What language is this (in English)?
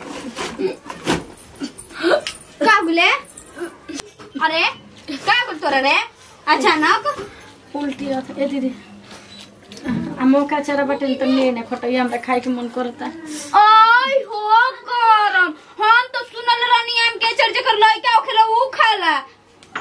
Bhojpuri